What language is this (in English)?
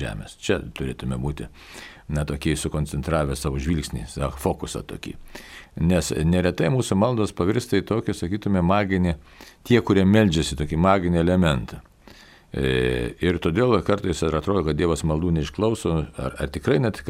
Lithuanian